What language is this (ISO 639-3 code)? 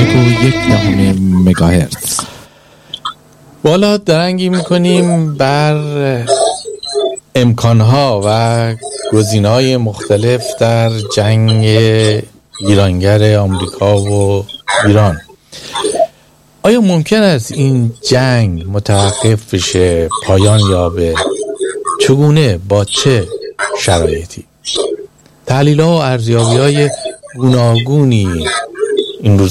fas